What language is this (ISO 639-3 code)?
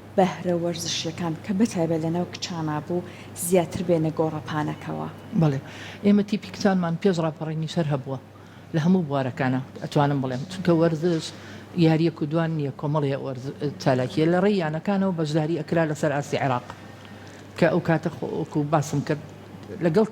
ckb